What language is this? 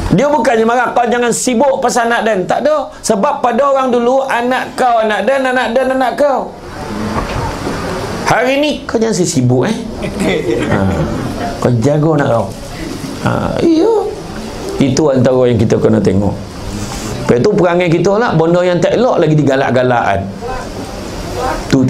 Malay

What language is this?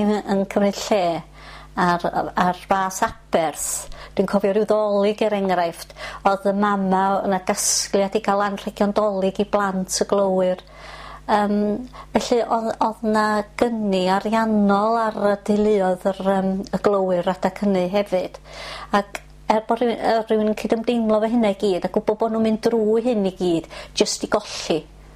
Welsh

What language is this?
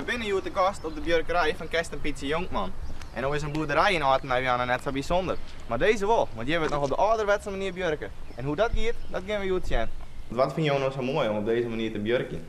Western Frisian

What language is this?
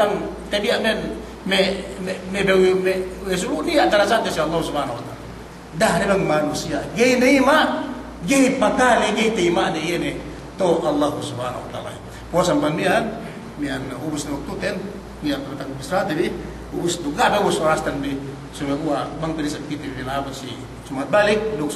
Yakan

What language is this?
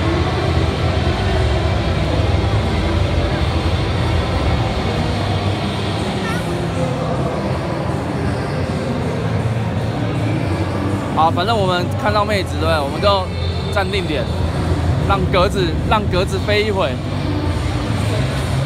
Chinese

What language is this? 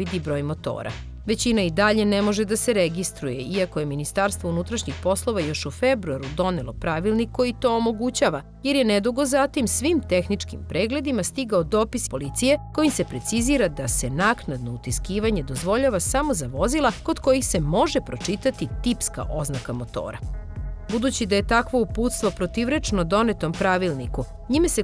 Serbian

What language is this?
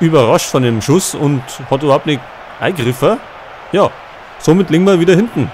Bavarian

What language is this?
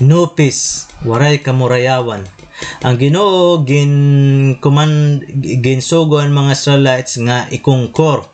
Waray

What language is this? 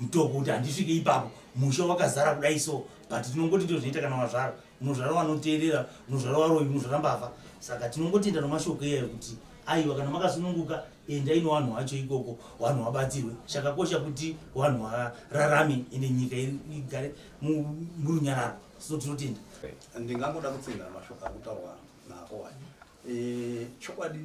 Shona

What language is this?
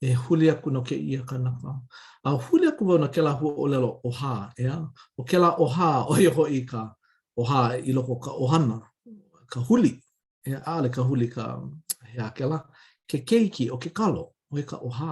Hawaiian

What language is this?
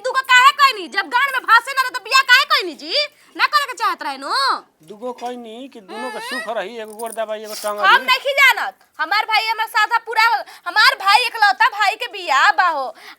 Bhojpuri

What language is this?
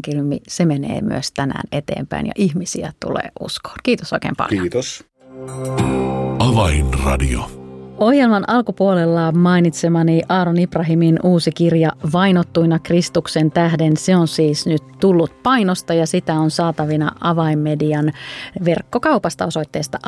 Finnish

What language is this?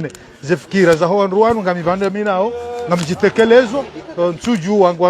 Ngazidja Comorian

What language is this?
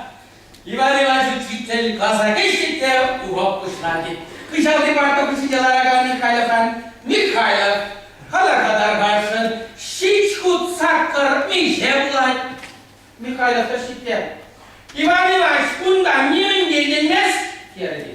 Chuvash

